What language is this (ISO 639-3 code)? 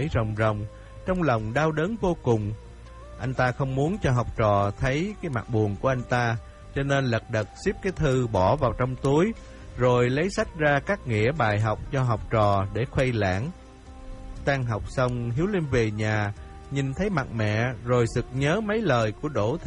vie